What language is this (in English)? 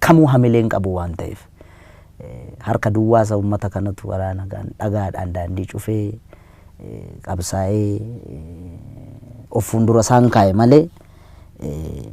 Oromo